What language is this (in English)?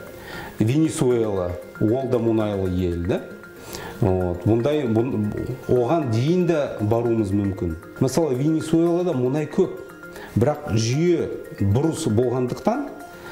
Kazakh